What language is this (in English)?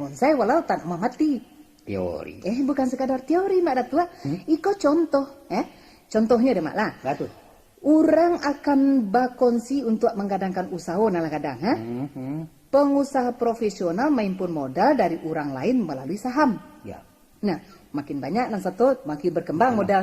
Minangkabau